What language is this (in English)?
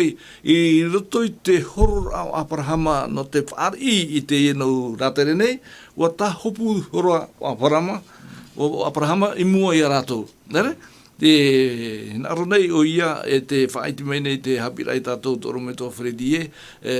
Tahitian